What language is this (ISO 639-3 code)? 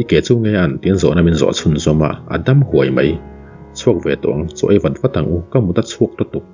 lus